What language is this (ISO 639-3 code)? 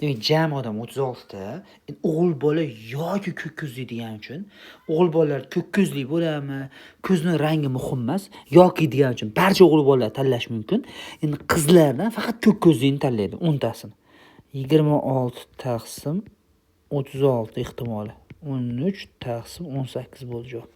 uzb